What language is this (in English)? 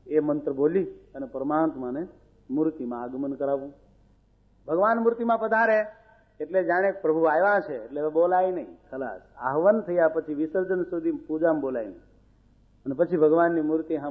Gujarati